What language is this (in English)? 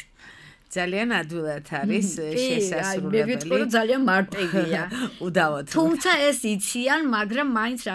Georgian